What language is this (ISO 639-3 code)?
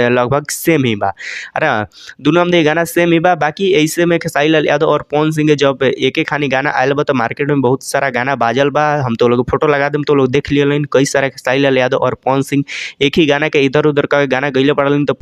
bho